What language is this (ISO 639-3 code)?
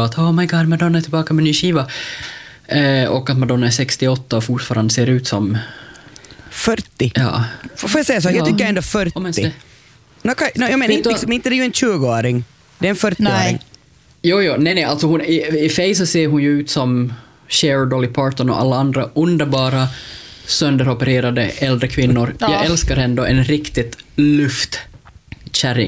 swe